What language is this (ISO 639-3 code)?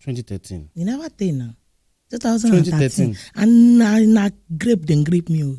pcm